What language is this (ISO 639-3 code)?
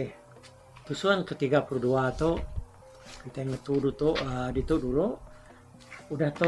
iba